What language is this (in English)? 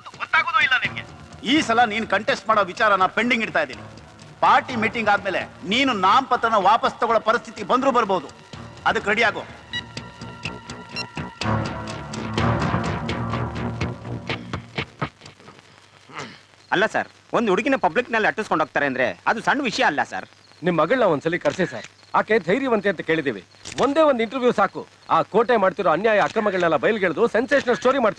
Kannada